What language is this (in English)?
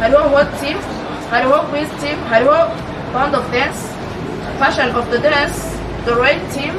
Rundi